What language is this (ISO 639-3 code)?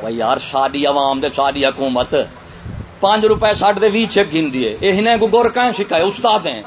skr